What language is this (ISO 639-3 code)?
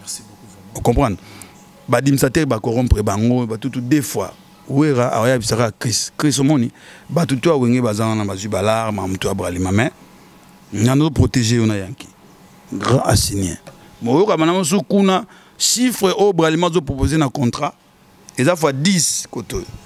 lin